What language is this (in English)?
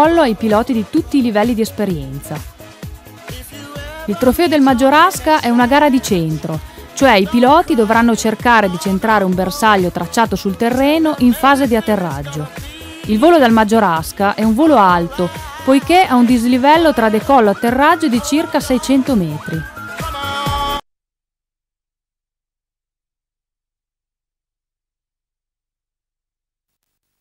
Italian